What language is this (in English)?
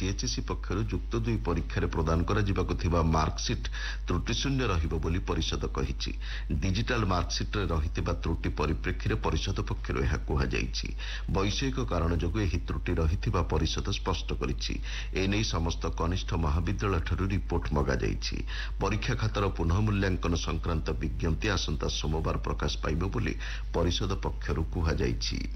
Odia